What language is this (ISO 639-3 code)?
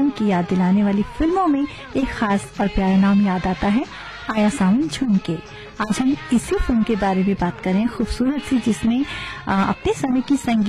hin